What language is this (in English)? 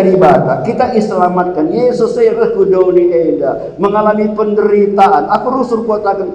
Batak Karo